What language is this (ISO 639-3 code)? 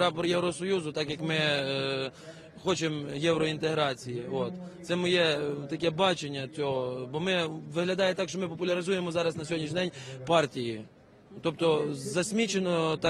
ukr